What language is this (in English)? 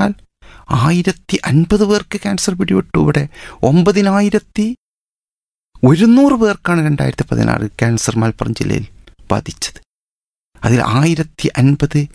Malayalam